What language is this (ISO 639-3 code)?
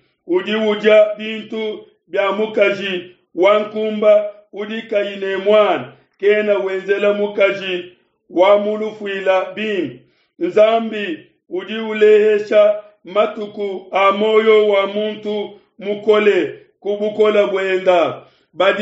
lua